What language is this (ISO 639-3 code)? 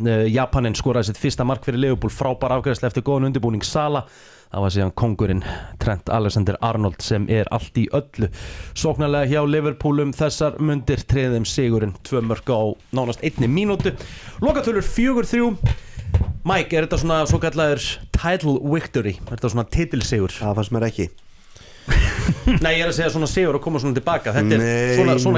isl